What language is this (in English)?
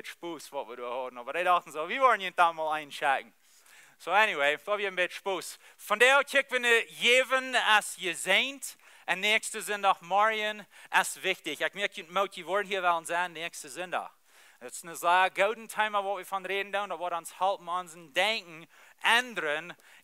Plautdietsch